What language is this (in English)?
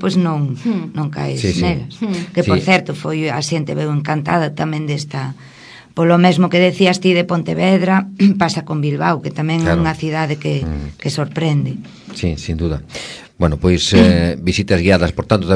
Galician